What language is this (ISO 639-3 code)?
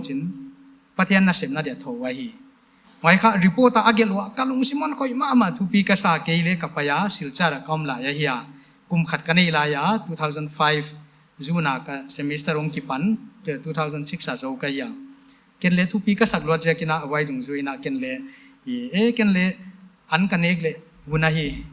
pck